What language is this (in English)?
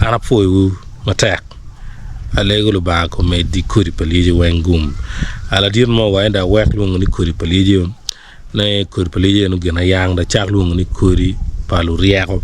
Acoli